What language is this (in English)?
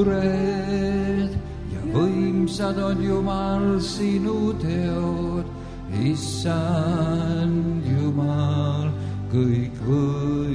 Estonian